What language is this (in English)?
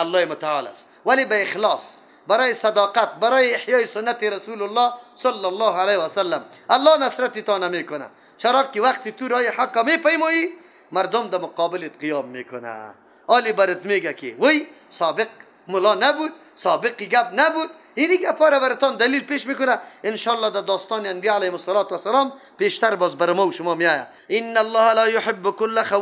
Persian